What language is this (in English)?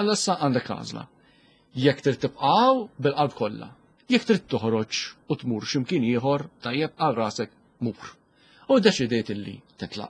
Maltese